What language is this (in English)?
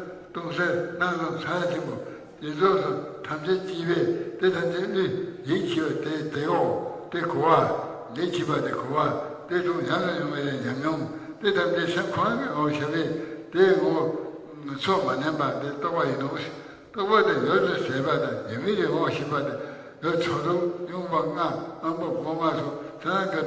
Tibetan